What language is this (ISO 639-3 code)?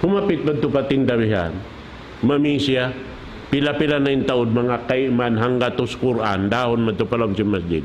tsg